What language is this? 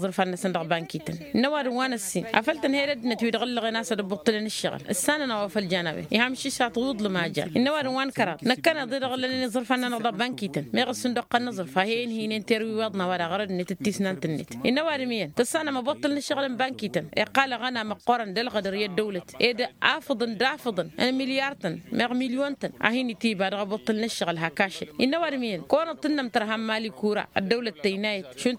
Tamasheq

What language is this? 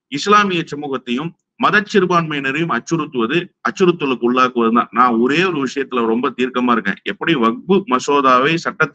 Tamil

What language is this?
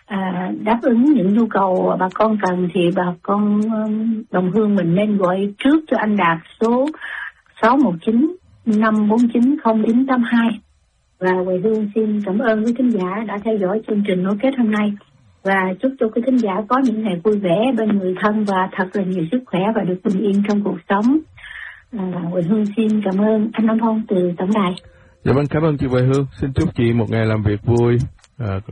Vietnamese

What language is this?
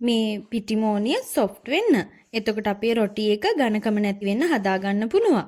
Sinhala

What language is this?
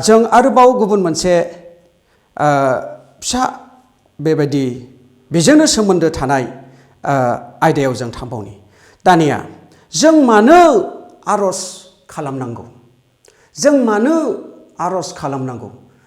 Bodo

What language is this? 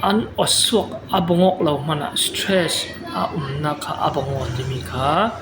Falam Chin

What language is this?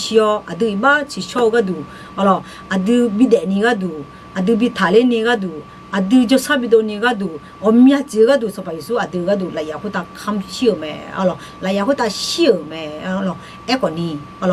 Akha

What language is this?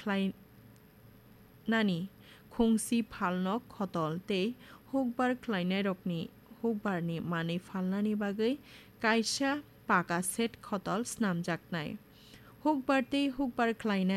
Kok Borok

